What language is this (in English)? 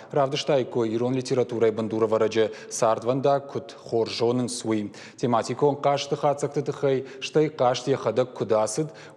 Ossetic